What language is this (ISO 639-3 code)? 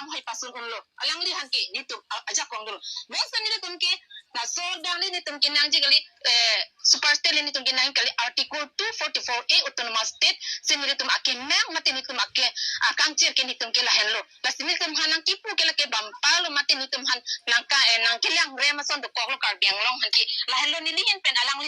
mjw